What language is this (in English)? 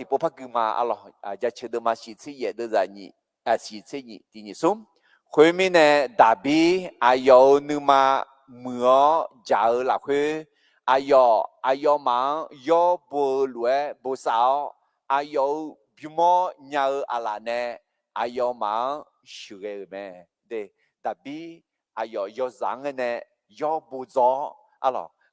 Akha